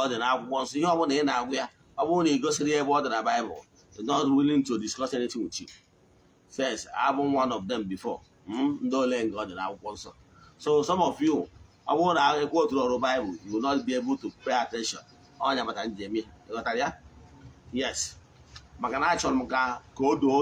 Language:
Igbo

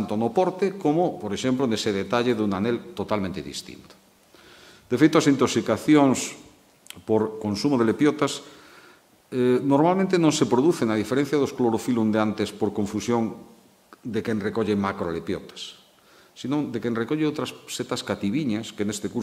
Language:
Galician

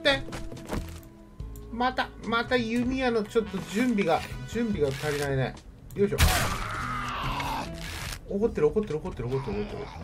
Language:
Japanese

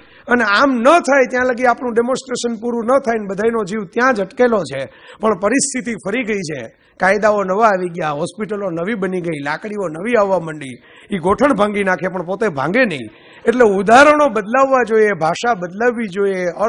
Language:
Gujarati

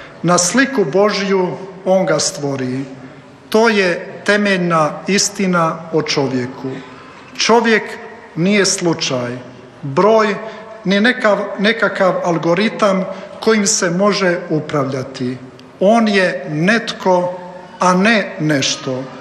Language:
Croatian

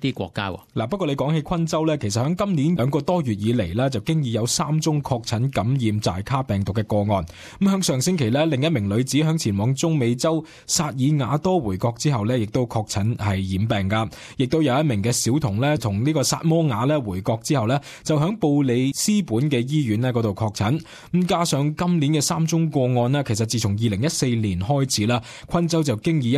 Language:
Cantonese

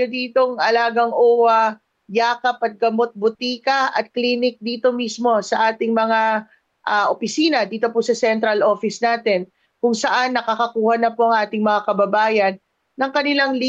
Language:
Filipino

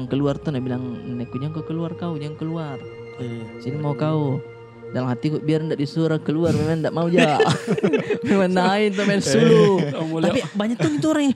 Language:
Makassar Malay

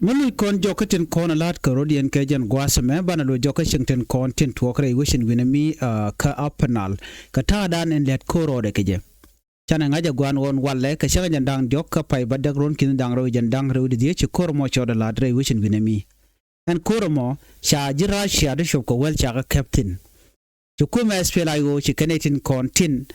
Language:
Nuer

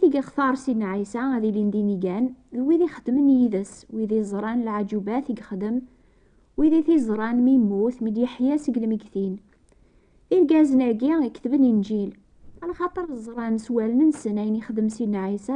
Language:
Kabyle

